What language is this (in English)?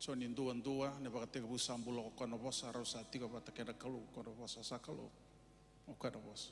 Fijian